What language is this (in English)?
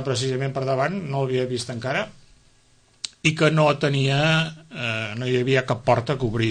Catalan